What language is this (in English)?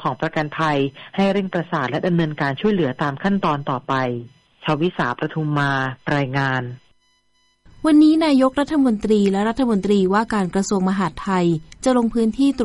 Thai